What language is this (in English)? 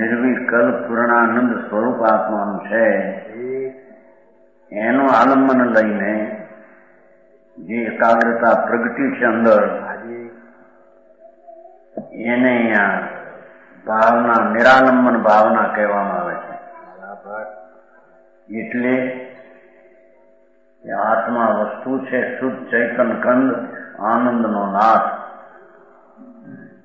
Gujarati